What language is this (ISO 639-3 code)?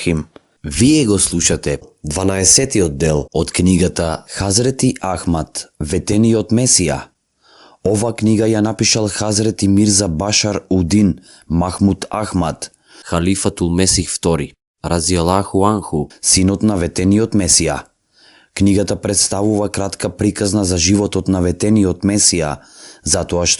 mkd